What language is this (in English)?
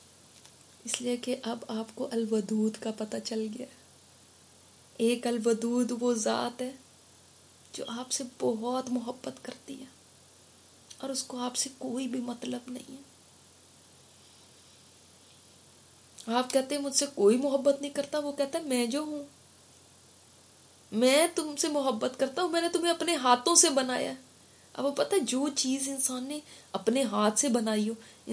Urdu